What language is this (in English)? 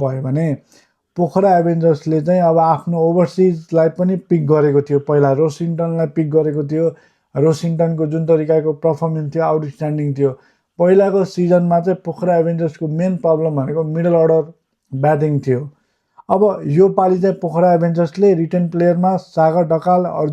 Nepali